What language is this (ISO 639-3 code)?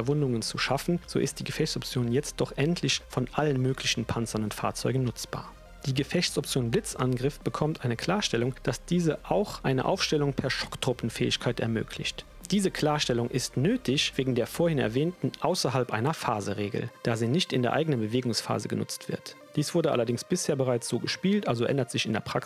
deu